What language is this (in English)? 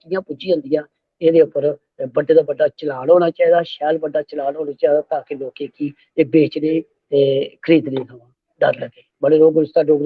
Dogri